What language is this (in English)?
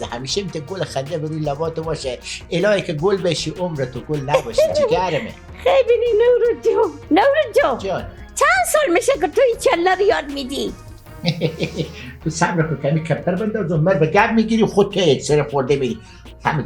Persian